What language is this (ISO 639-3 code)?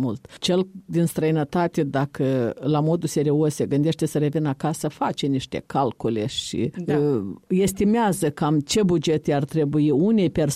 ron